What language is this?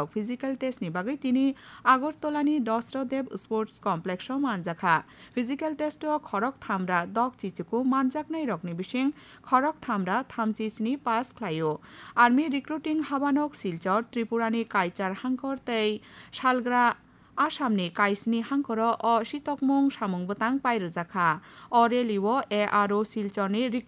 Kok Borok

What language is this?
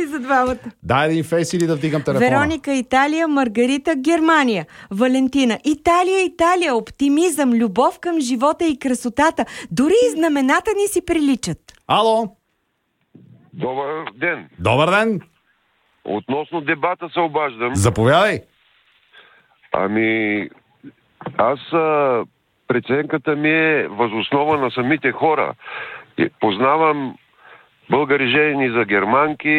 Bulgarian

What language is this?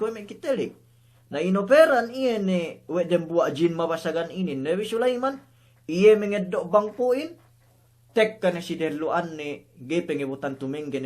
Yakan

